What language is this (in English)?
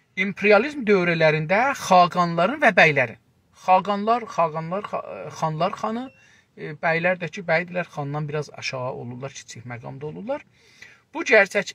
South Azerbaijani